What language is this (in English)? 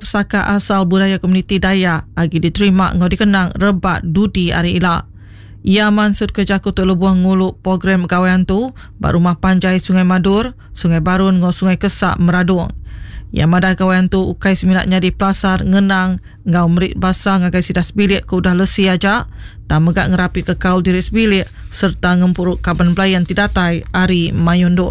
Iban